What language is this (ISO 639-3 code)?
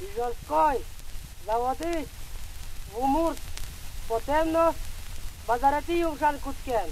udm